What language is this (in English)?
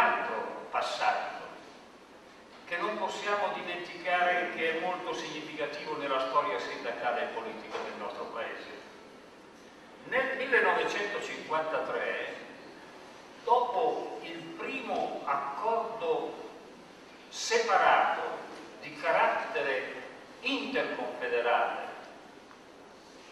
Italian